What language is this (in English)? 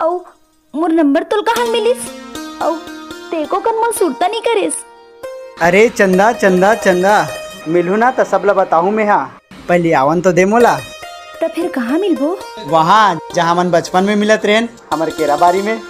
Chhattisgarhi